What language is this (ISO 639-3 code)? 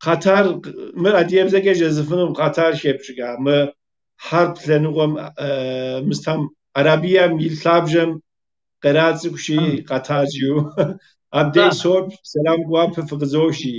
kbd